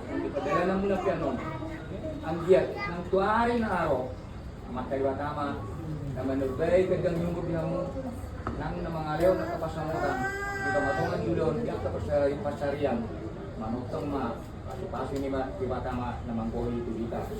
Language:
Batak Toba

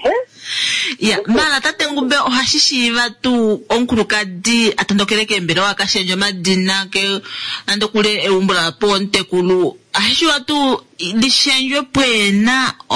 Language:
Kuanyama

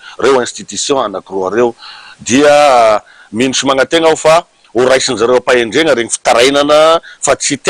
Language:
Malagasy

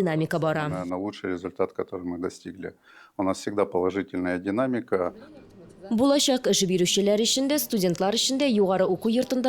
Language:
Tatar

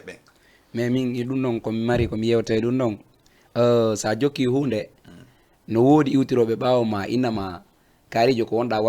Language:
Fula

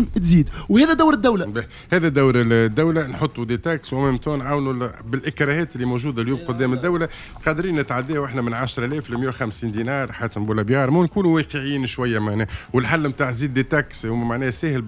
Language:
Tunisian Arabic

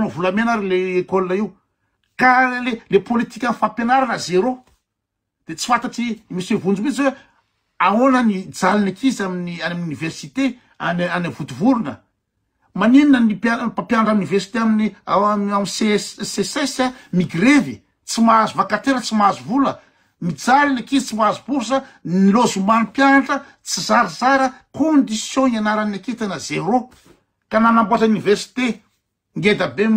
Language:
Malagasy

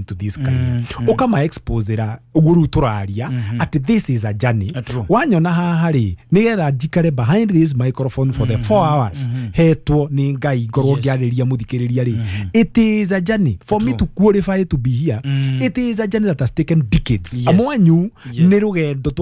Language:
Kikuyu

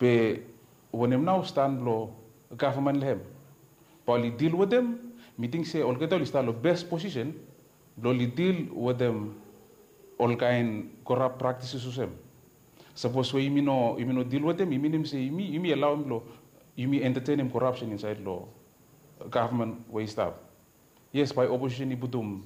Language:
Bislama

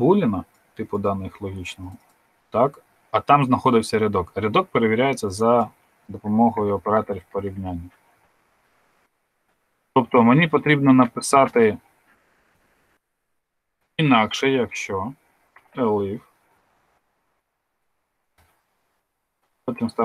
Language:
Ukrainian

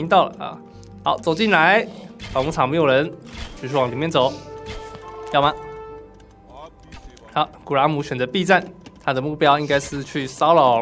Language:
Chinese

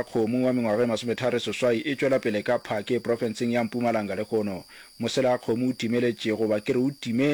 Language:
Northern Sotho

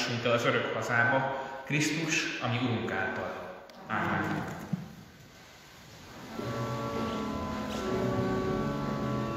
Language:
Hungarian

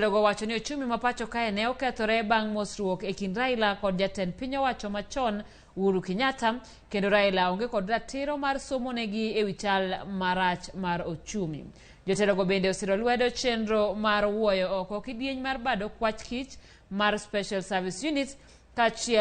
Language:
Luo (Kenya and Tanzania)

